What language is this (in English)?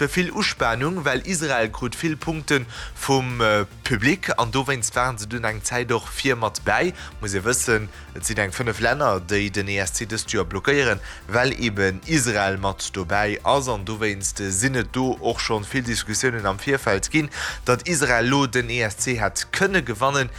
Luxembourgish